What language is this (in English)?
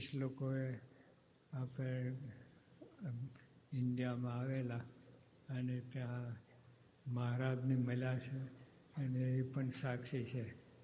Gujarati